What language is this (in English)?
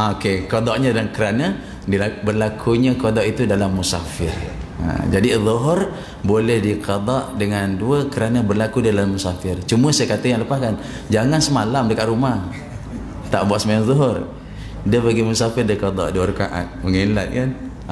Malay